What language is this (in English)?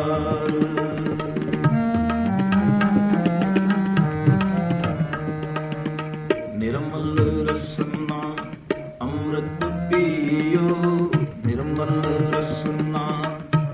Punjabi